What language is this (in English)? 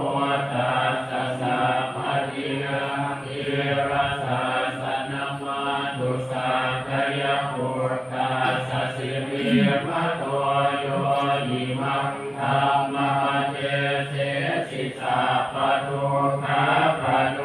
Pali